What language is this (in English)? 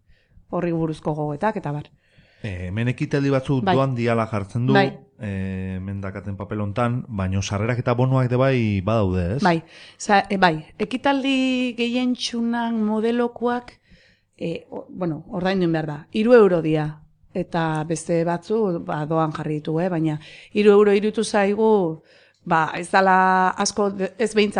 Basque